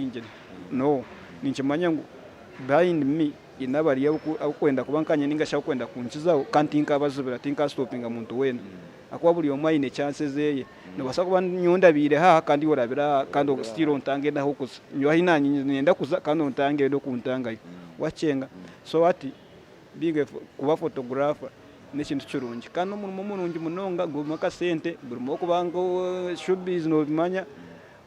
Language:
Nyankole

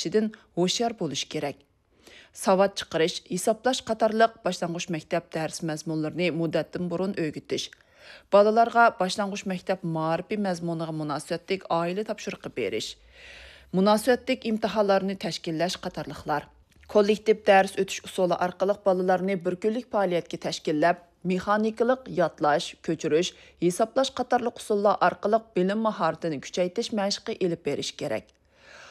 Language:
Uyghur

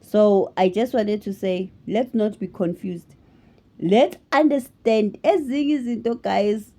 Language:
Zulu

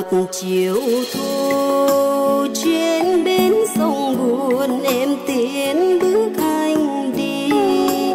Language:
Vietnamese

